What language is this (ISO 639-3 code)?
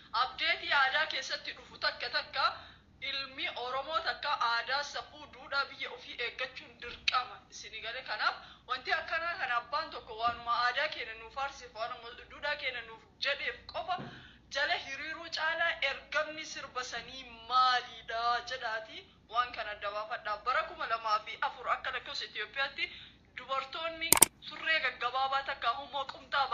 orm